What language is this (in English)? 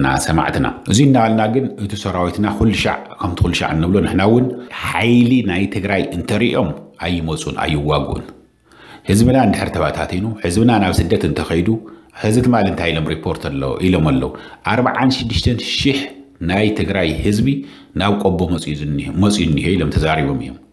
Tigrinya